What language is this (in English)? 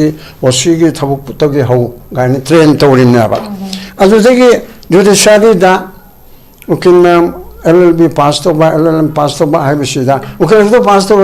Manipuri